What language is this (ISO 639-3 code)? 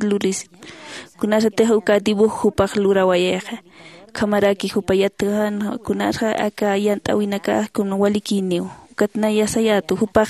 aym